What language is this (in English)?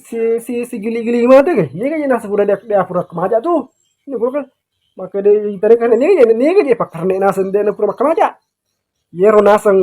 Buginese